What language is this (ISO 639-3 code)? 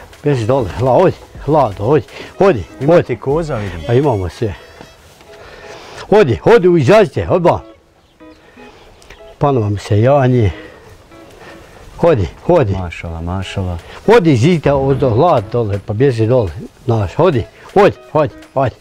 bos